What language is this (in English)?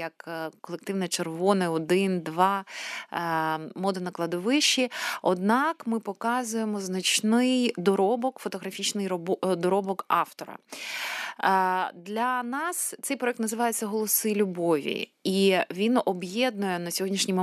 Ukrainian